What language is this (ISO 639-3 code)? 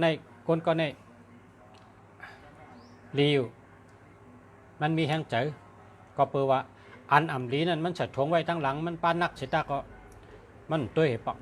shn